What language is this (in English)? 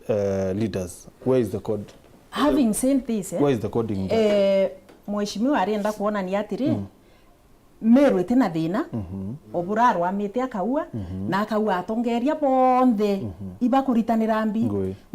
Meru